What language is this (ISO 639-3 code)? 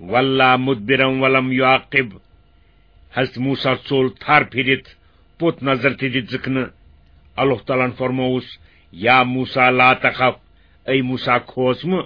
kas